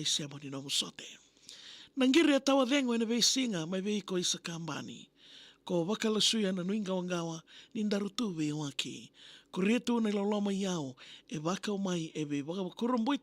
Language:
Fijian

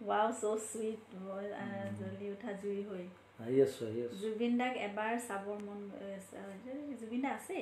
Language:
Assamese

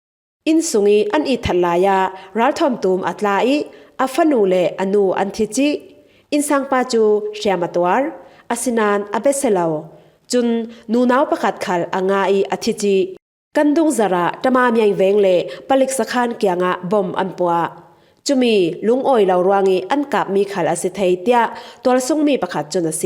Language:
Falam Chin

